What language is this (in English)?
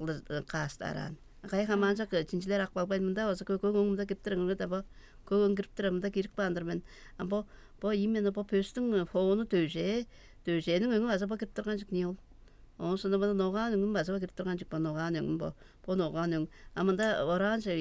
Tuvinian